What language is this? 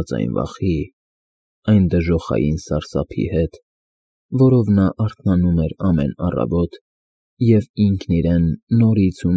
Armenian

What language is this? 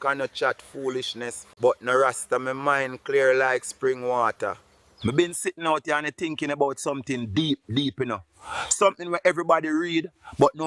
Jamaican Creole English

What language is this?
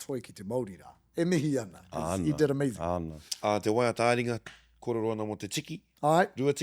Māori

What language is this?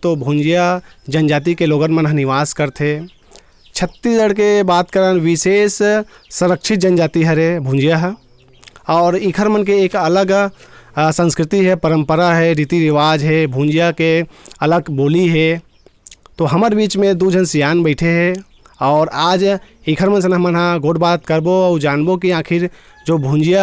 Chhattisgarhi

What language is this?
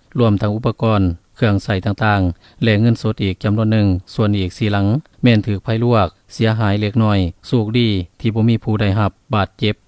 Lao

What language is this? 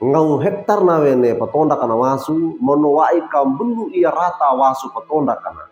Wejewa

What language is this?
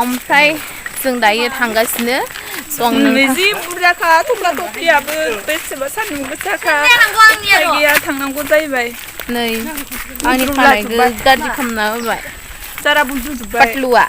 Bodo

